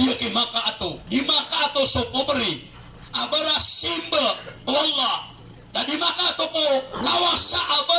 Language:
Maranao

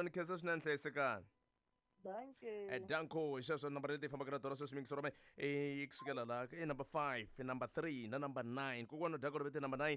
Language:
Tsonga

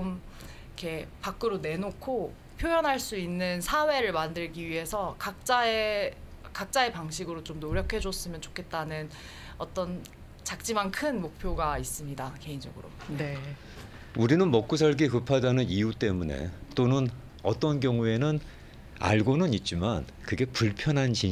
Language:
Korean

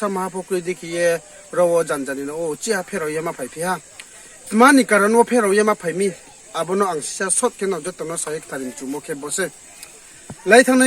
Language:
Riang (India)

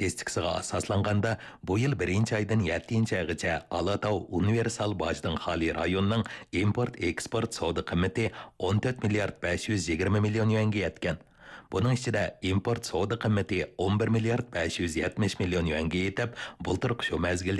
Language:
Uyghur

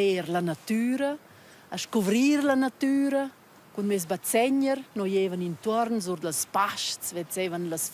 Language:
Romansh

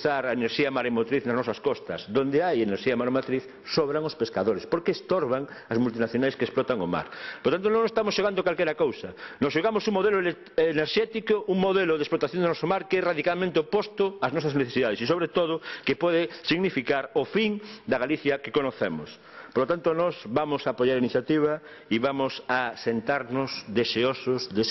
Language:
Galician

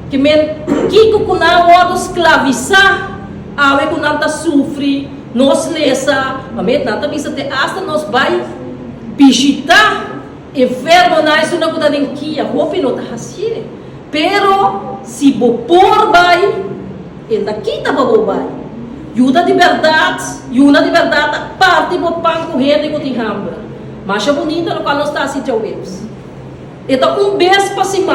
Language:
Papiamento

